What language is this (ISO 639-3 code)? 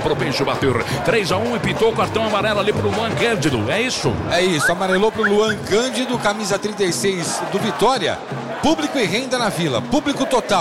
por